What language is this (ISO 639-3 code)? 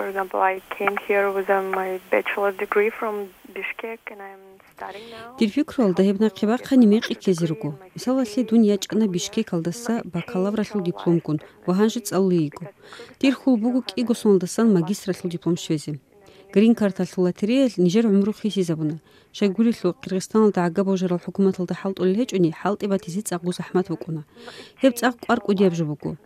ava